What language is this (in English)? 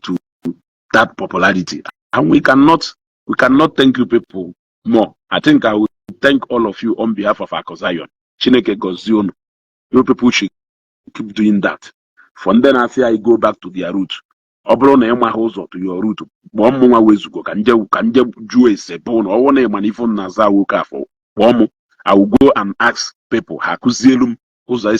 Igbo